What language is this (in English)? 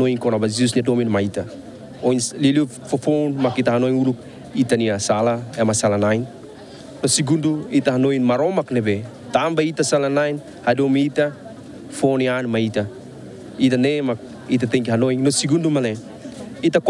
Tetum